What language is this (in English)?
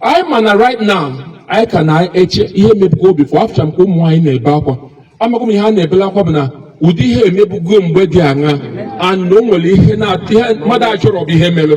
Igbo